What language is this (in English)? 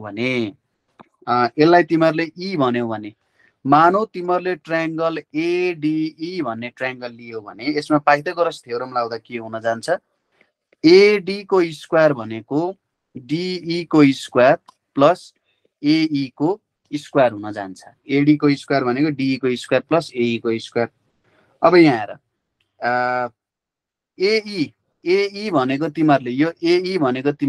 Nepali